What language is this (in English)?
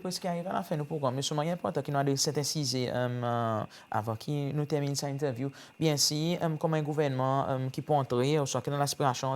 Seselwa Creole French